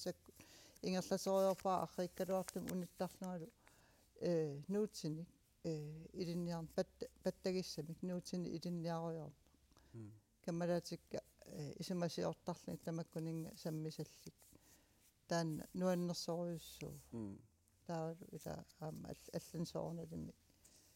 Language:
Kalaallisut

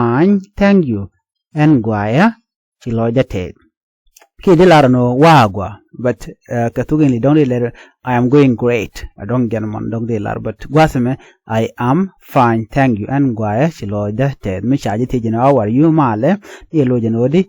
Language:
Nuer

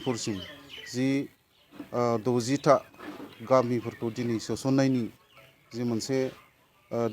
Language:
Bodo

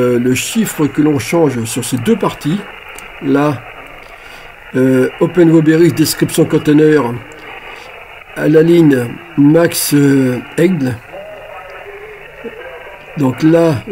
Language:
French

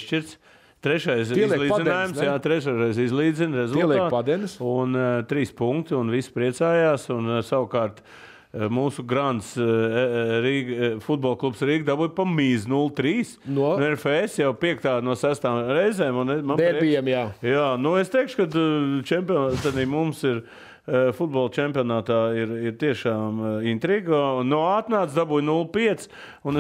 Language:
Latvian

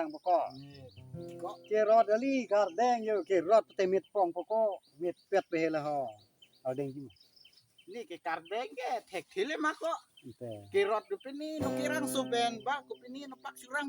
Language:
Karbi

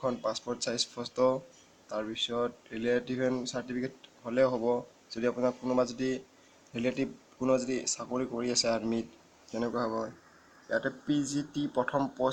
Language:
Assamese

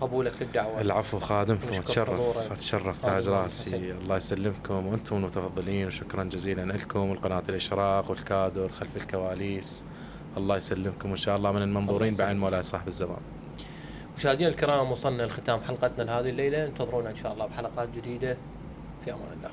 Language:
Mesopotamian Arabic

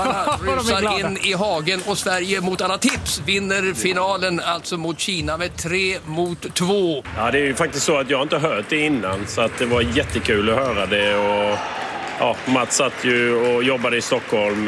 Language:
Swedish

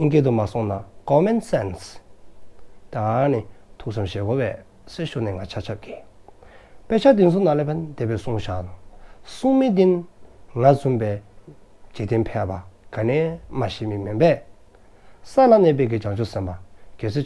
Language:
Dzongkha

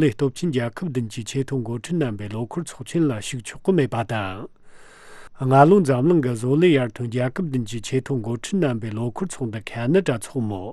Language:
Tibetan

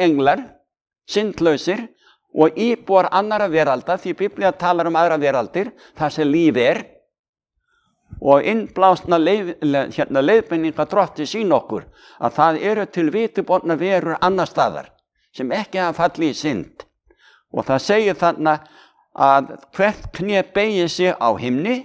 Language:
Icelandic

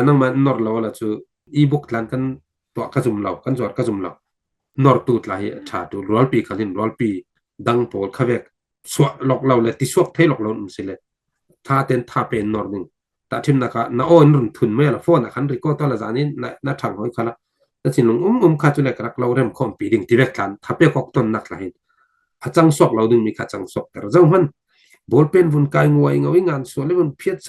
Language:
Falam Chin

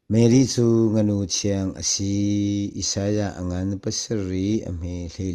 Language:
Hakha Chin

